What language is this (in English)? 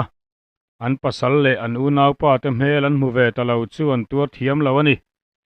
Mizo